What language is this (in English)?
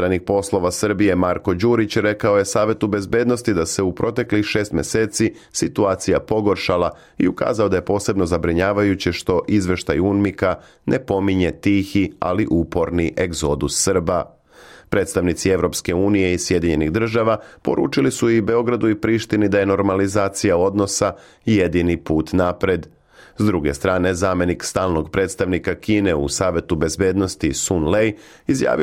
Serbian